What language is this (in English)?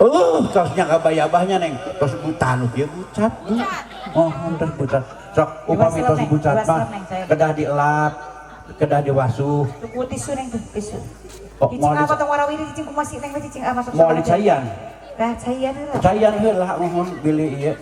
Sundanese